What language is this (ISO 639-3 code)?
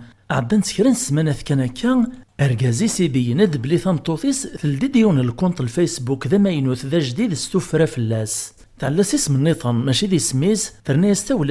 kab